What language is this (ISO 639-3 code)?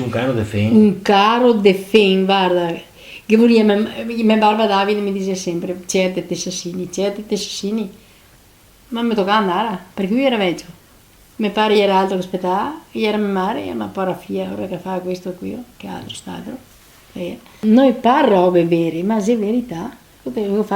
vec